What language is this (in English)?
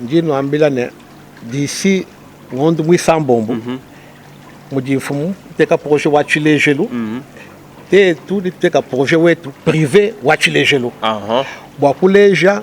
Luba-Lulua